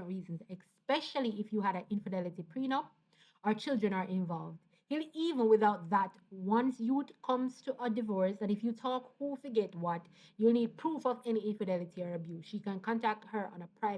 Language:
Jamaican Creole English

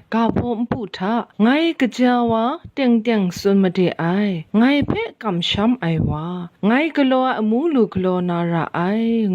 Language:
Kachin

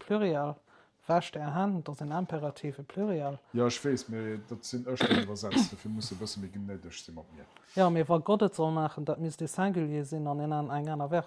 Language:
Luxembourgish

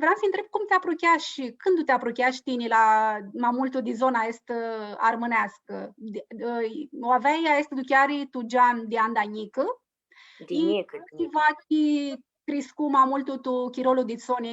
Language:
Aromanian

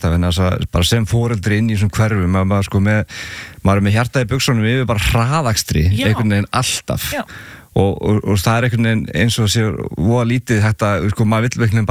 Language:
Icelandic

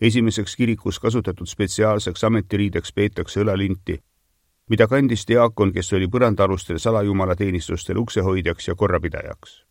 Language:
Estonian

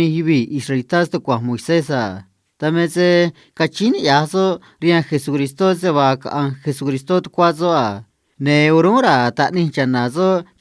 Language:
Copala Triqui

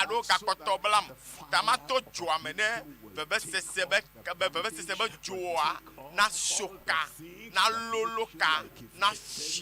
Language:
Ewe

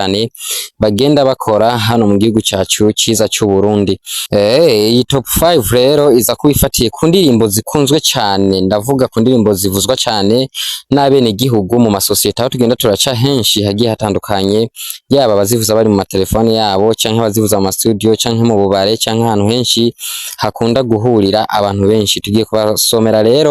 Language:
Rundi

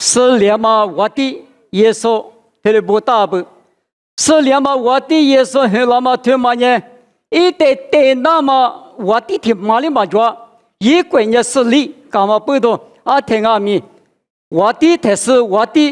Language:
Lisu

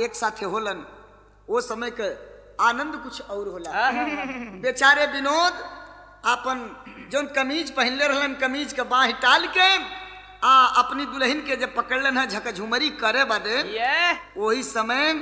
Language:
Bhojpuri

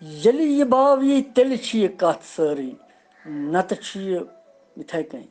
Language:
Kashmiri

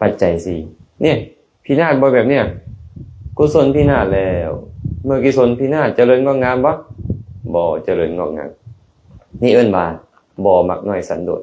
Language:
Lao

